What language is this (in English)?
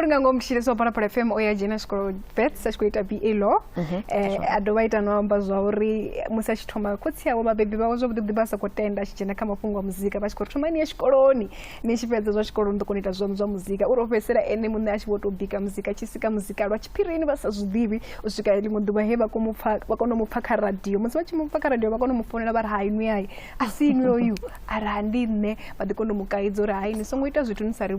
Venda